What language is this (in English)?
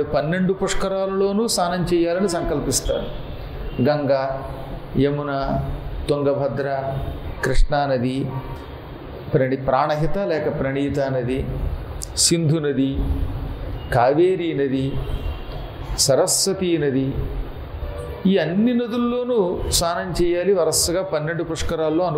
Telugu